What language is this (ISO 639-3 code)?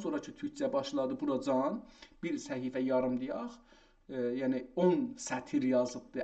azb